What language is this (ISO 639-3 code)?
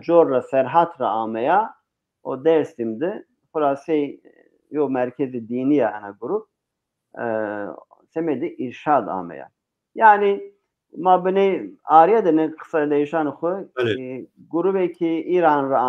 zza